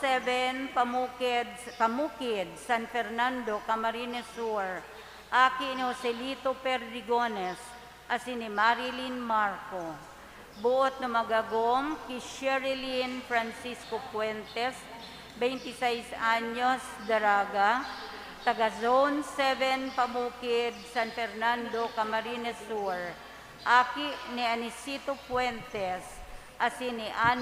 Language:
Bikol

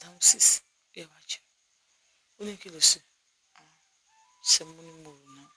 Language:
Yoruba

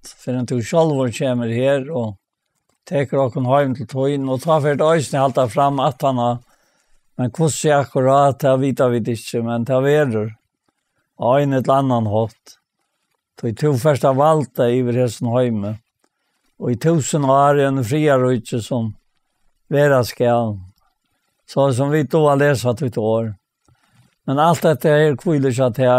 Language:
Faroese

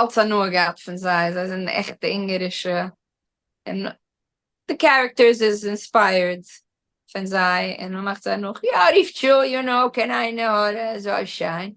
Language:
Yiddish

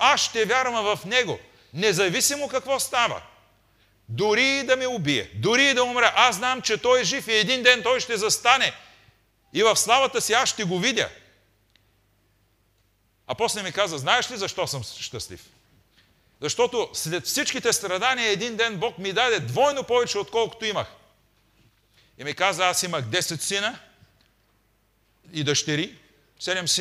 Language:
Bulgarian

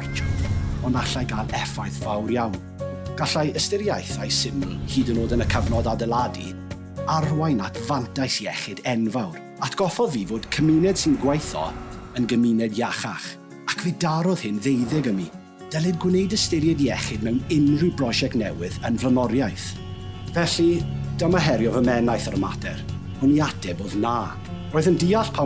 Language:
Welsh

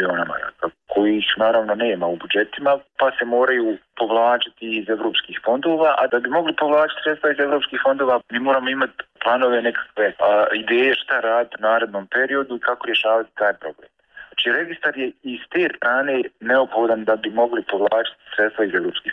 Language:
Bosnian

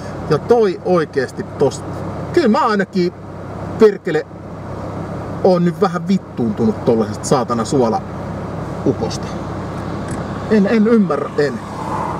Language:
Finnish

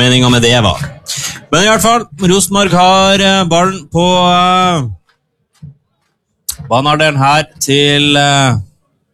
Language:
Norwegian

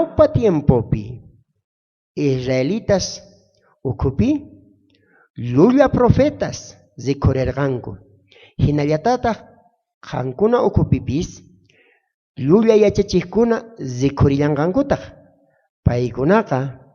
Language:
South Bolivian Quechua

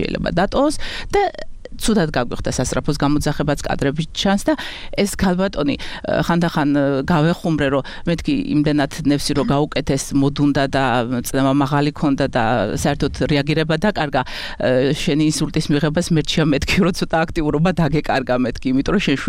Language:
Georgian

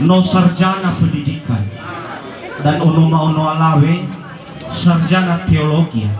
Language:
Nias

